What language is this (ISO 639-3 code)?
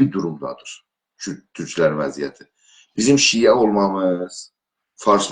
azb